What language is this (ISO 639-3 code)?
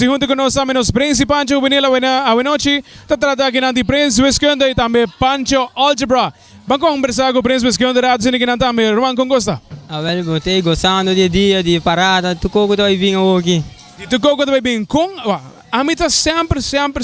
pap